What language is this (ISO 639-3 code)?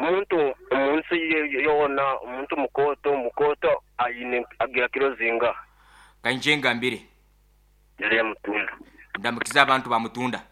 nyo